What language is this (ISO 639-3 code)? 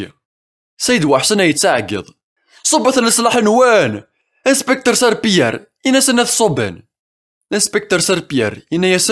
kab